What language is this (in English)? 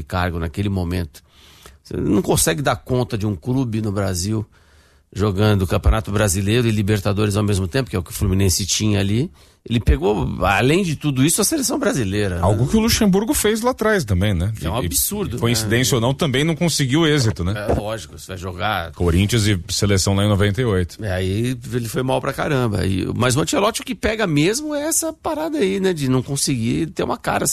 Portuguese